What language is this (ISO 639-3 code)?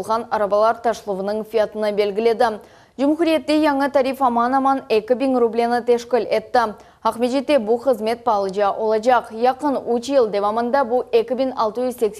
crh